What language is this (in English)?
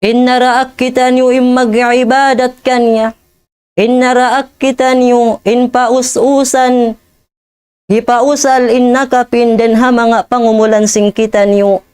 Tausug